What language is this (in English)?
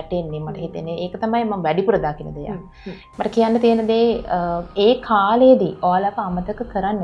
Sinhala